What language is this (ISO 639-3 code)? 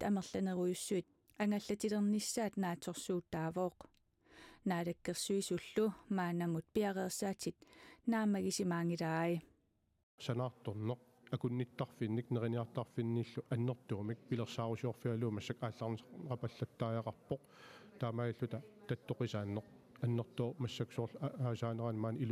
kal